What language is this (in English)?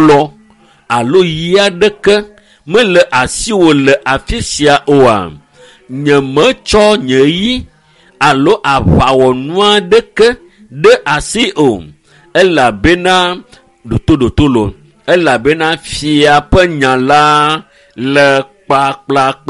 Ewe